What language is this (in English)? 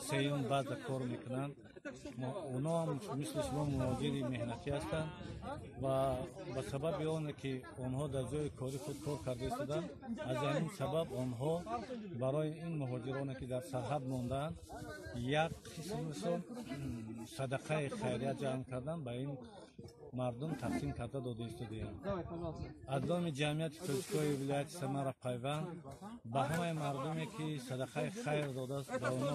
Tajik